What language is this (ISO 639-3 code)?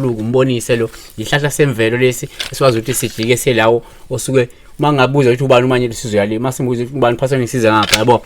zul